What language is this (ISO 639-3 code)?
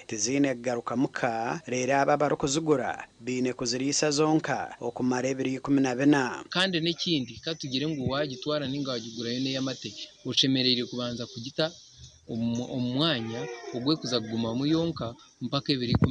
nyn